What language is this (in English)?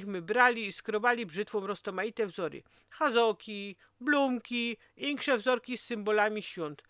Silesian